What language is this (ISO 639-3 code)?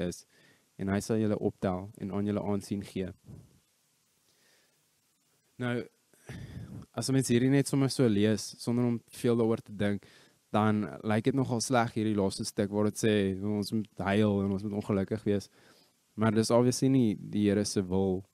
afr